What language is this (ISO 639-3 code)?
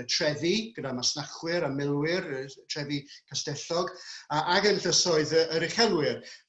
cym